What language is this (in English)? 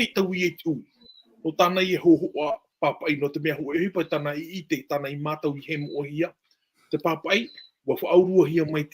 Tahitian